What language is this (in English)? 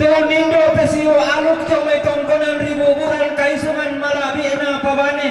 Toraja-Sa'dan